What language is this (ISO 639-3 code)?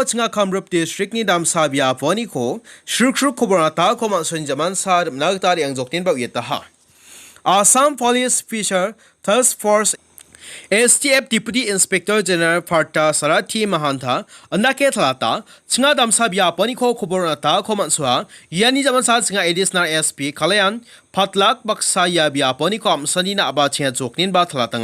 grt